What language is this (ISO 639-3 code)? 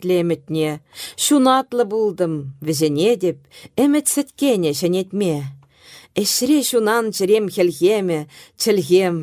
chv